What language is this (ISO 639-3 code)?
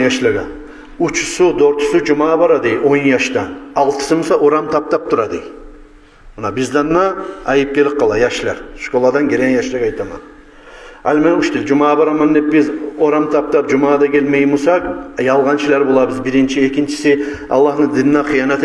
kum